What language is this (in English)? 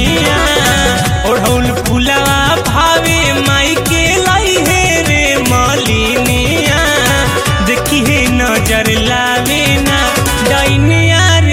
Bhojpuri